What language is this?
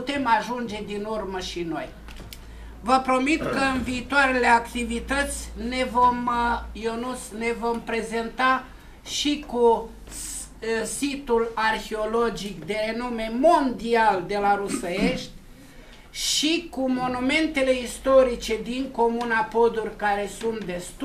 Romanian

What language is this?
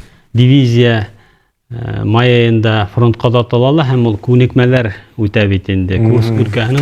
Bashkir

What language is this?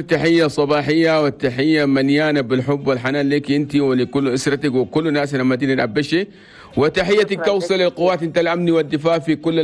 Chadian Arabic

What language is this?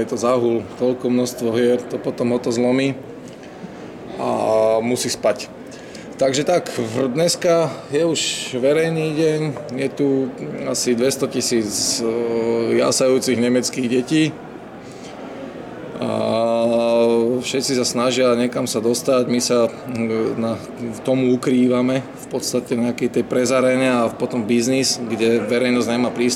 Slovak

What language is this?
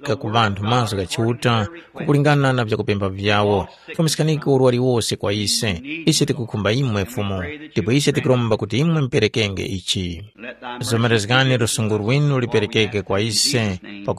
Tumbuka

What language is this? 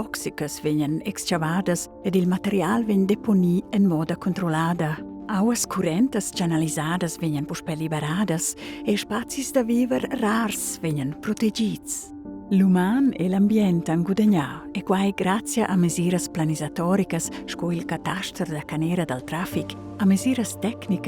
Romansh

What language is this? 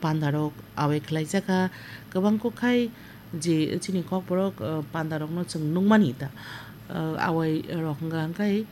Kok Borok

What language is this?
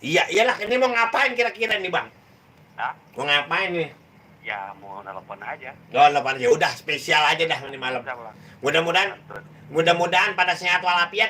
Betawi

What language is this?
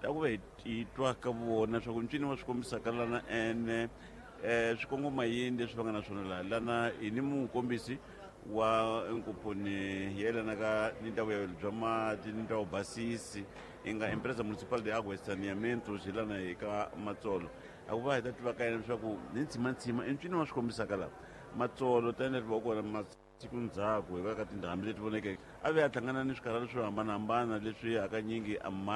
Tsonga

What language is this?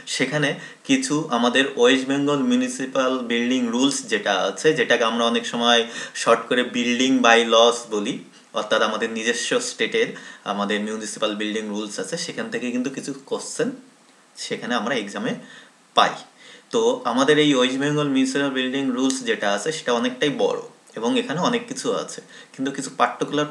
Bangla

